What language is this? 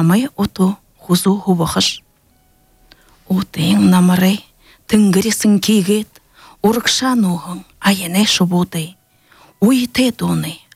Buriat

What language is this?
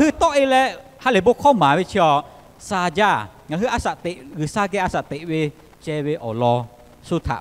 Lahu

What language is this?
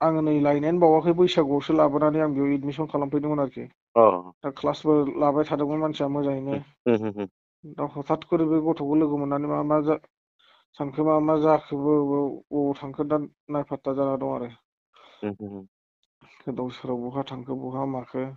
Bodo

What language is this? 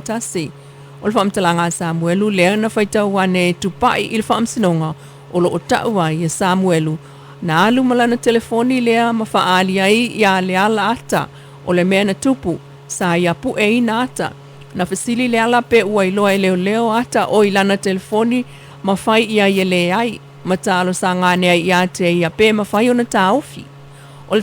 Samoan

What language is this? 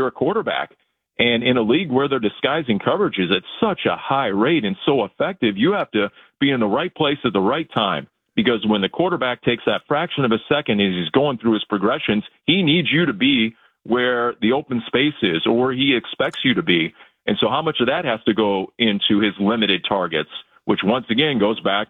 English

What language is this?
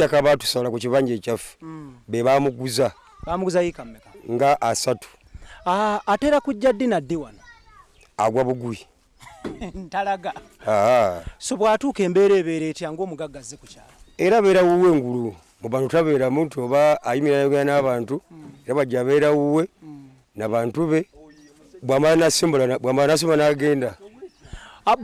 Ganda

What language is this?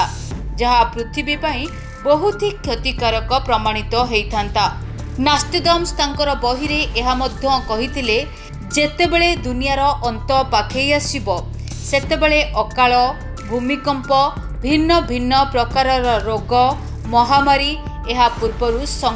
Odia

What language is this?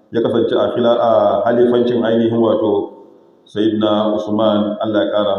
Hausa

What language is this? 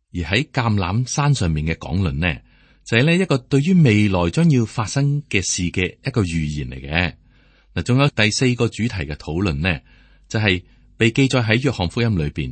Cantonese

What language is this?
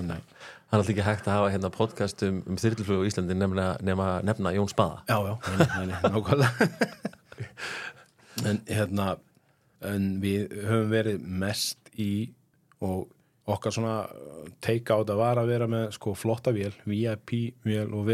Icelandic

